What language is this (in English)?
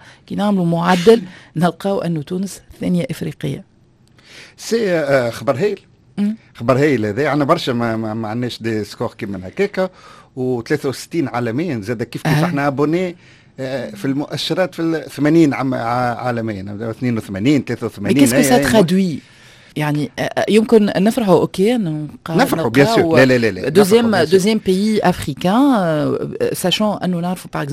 Tunisian Arabic